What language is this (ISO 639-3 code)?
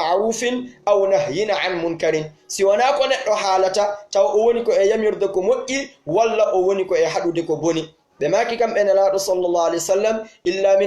ful